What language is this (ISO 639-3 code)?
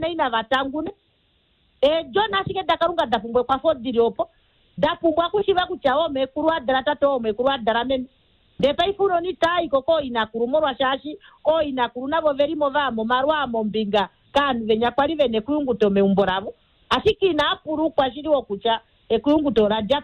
kua